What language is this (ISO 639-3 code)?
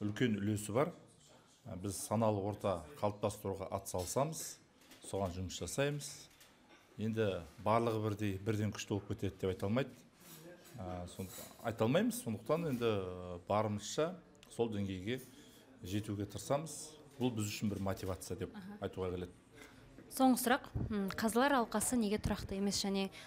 kaz